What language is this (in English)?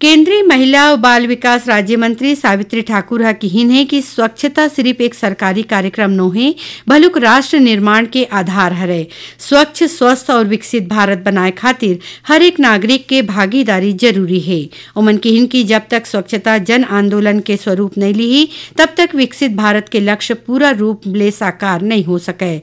Chhattisgarhi